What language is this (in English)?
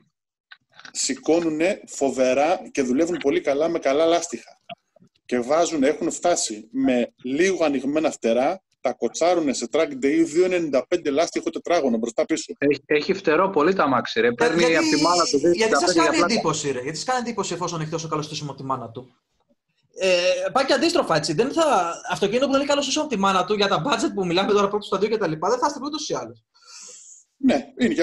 Greek